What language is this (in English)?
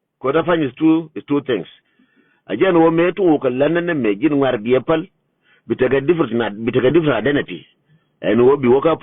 Nuer